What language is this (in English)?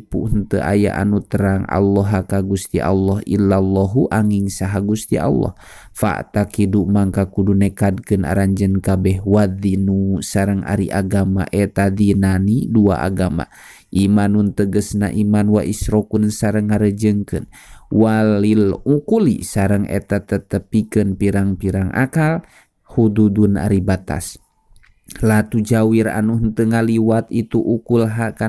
Sundanese